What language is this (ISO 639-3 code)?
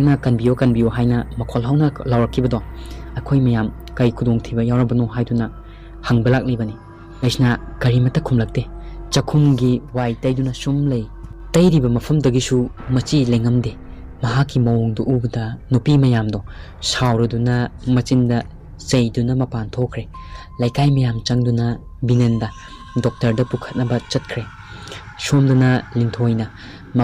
mni